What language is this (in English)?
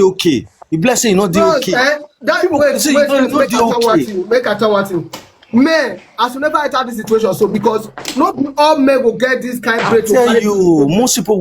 Nigerian Pidgin